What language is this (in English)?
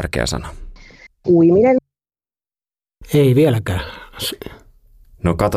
Finnish